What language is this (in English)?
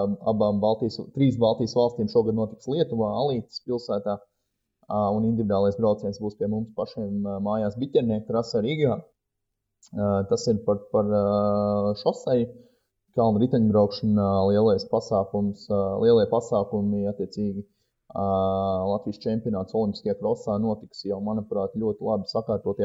Latvian